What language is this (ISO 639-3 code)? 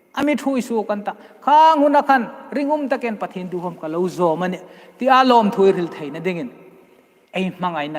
hmr